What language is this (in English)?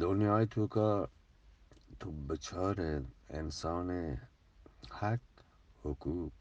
Eastern Balochi